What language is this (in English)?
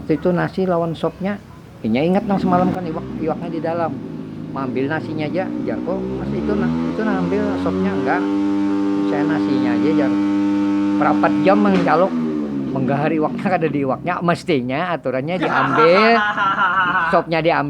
Banjar